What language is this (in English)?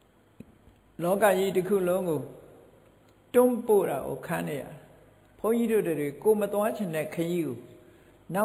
Burmese